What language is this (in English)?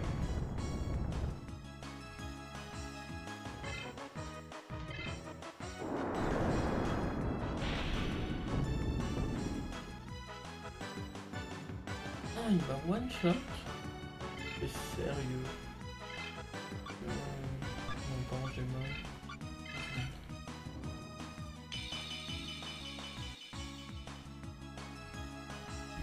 French